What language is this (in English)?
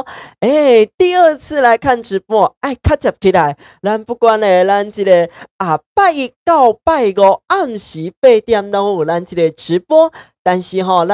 Min Nan Chinese